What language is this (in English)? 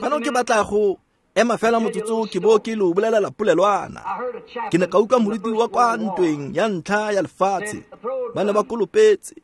Tswana